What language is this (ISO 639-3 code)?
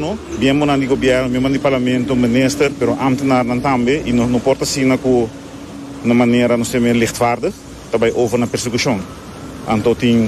pap